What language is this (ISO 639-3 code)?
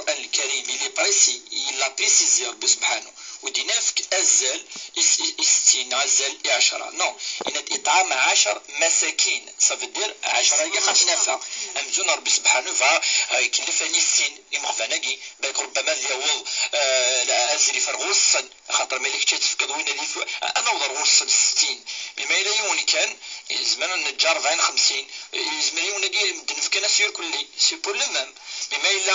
kab